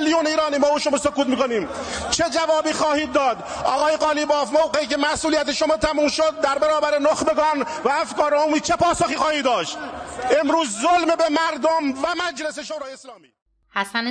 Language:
Persian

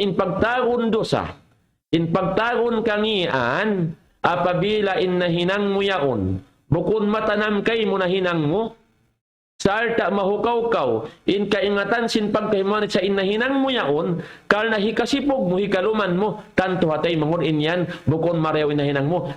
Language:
Tausug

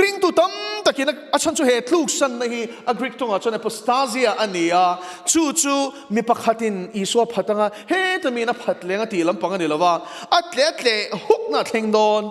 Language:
Mizo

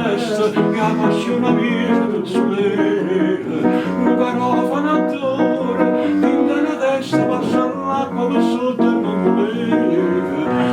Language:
Neapolitan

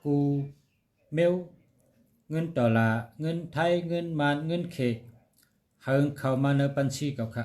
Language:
Shan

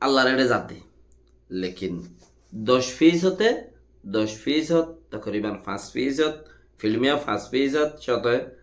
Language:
Rohingya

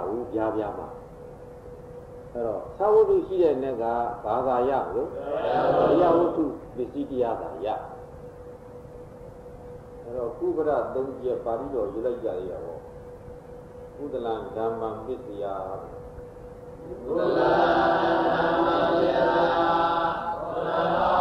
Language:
Burmese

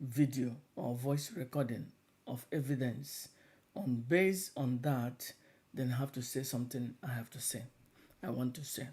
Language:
Igbo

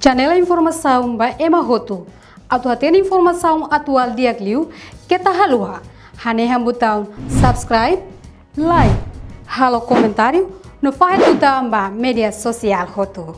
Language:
Tetum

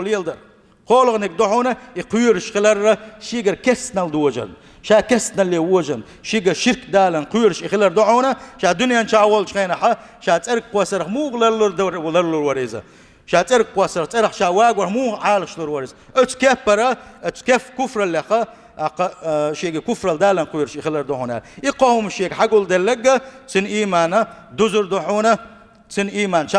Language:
Chechen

